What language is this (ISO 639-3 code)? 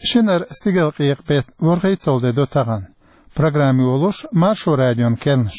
che